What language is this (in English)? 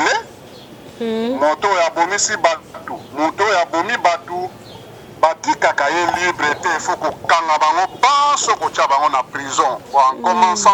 Lingala